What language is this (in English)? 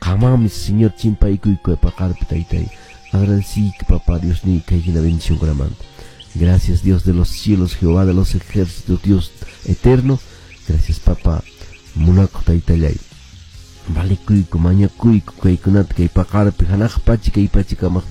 Quechua